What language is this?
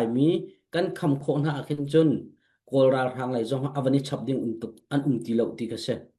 Falam Chin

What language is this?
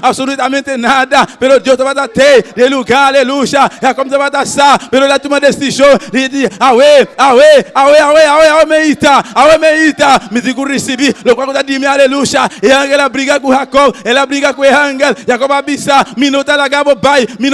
Papiamento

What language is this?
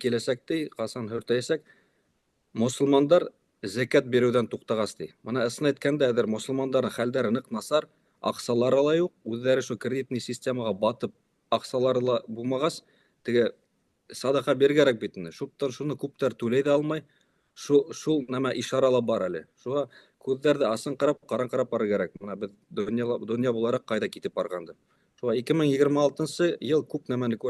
Bashkir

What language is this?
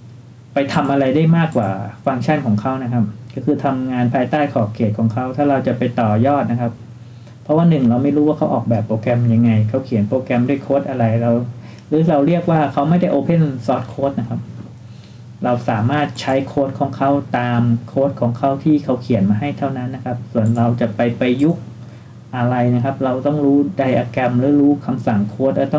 Thai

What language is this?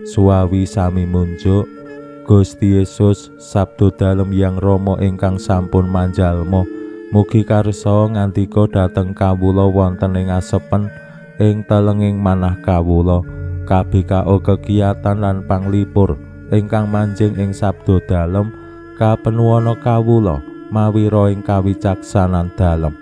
Javanese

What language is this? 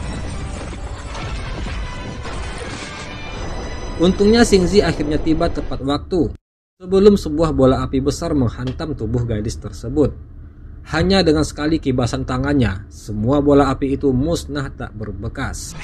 Indonesian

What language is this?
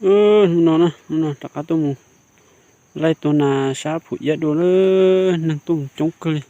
Hmong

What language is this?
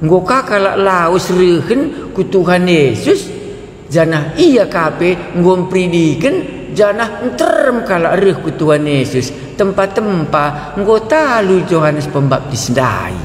Batak Karo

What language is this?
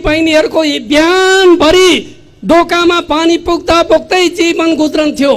Nepali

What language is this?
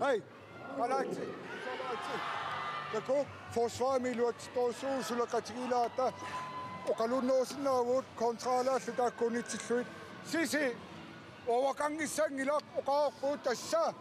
Kalaallisut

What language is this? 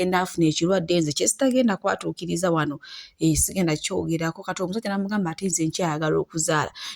Ganda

